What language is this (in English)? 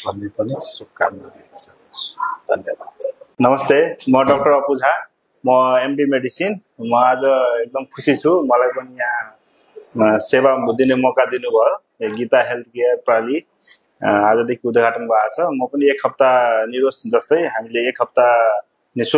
Nepali